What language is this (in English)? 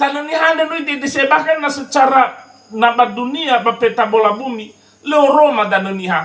Nias